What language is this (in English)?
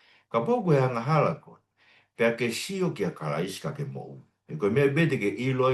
Tongan